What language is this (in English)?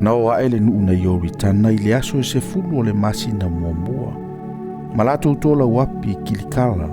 Samoan